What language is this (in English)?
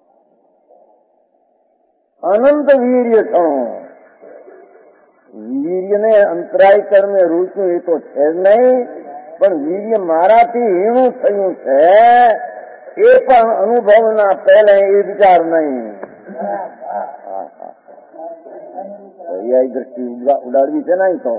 Gujarati